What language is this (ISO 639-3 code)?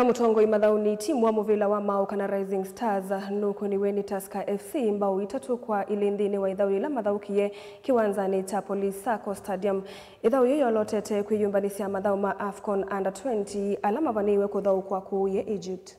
kam